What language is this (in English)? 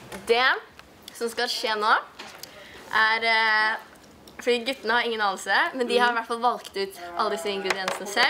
Norwegian